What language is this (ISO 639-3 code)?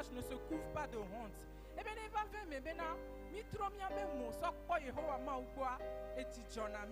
ewe